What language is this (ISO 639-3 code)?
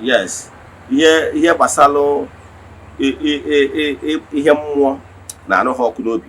ibo